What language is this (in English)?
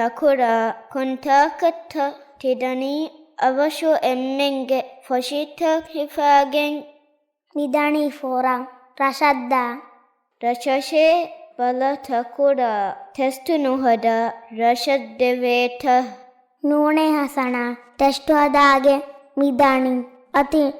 Divehi